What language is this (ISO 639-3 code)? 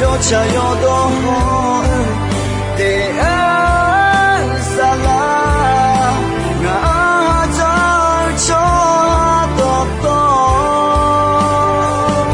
ahk